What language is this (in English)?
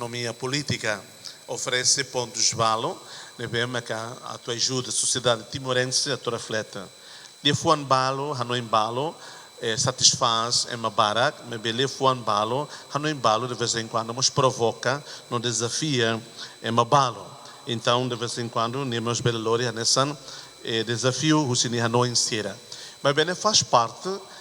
Tetum